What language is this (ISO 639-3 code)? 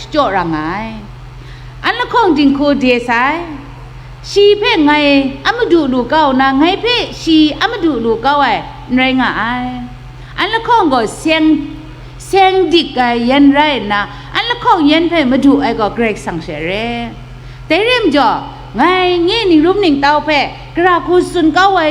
kac